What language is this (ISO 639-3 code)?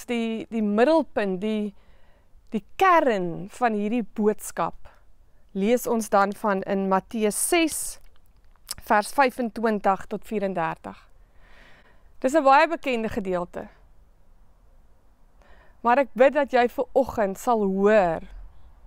afr